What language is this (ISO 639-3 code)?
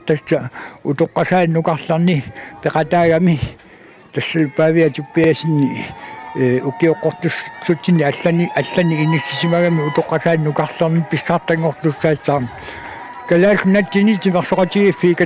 kal